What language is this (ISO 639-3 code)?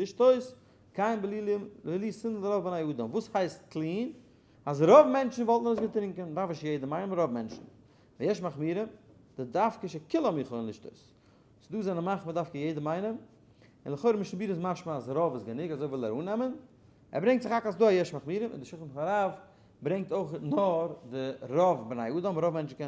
yid